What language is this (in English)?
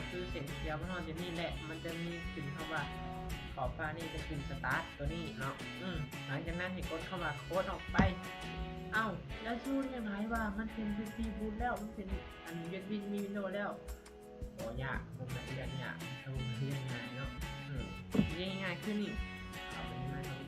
Lao